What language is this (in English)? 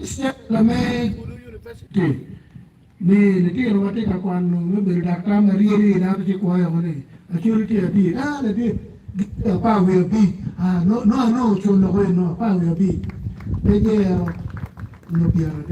Acoli